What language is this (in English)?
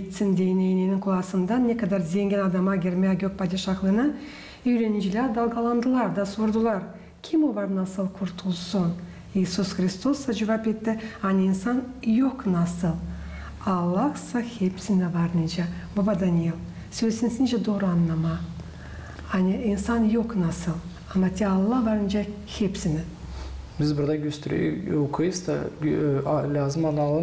Gagauz